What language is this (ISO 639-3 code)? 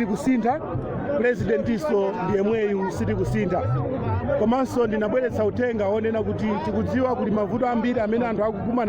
nya